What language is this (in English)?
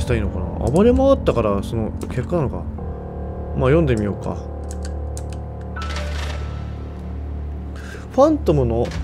Japanese